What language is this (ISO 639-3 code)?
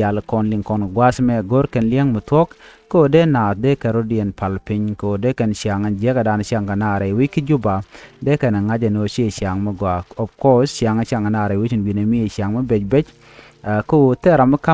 nus